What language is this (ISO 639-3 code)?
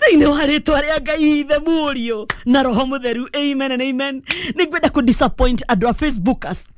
kik